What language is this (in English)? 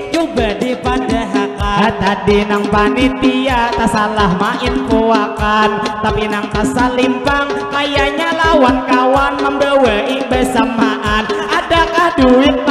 Banjar